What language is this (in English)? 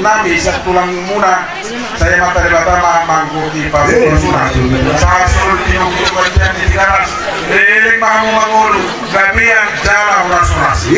Batak Toba